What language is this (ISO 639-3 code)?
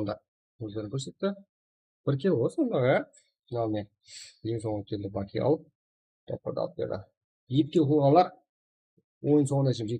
kaa